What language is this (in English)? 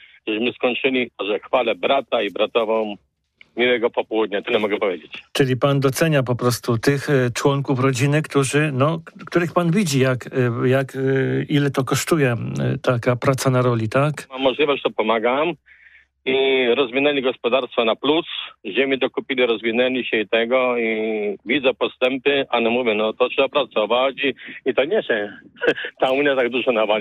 Polish